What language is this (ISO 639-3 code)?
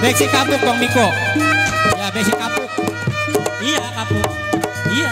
bew